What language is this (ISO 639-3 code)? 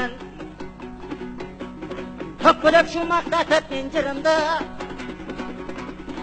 kaz